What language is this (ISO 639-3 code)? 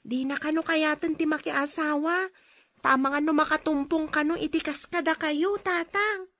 ilo